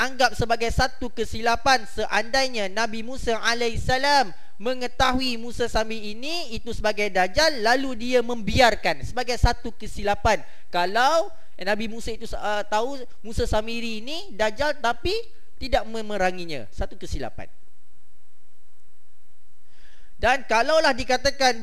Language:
Malay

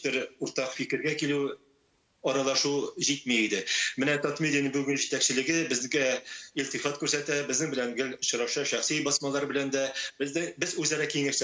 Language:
Tatar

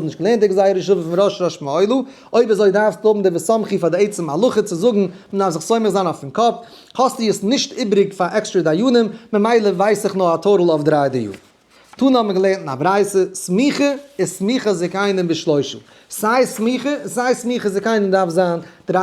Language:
Yiddish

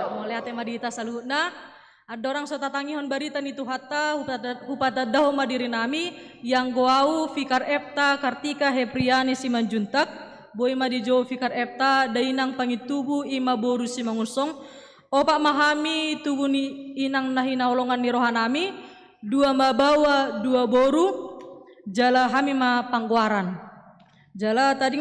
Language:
Batak Toba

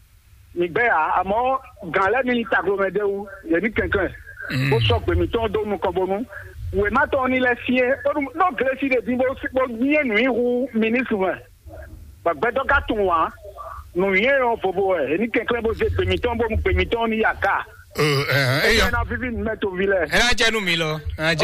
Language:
Fon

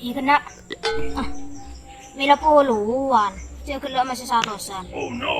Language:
Madurese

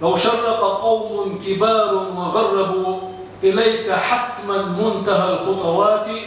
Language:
Chechen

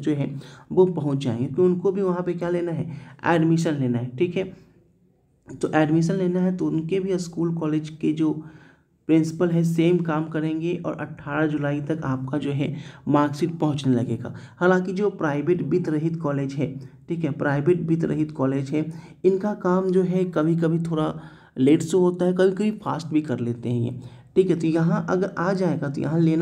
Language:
Hindi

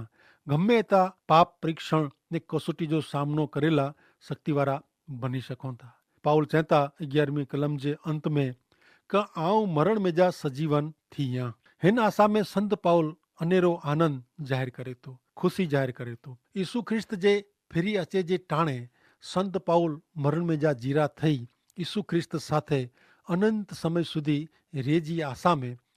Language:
Kachhi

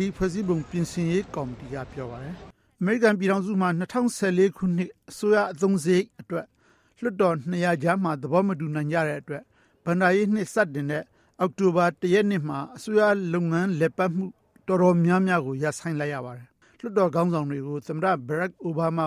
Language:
Burmese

